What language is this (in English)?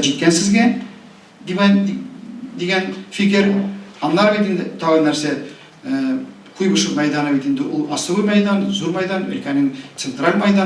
Tatar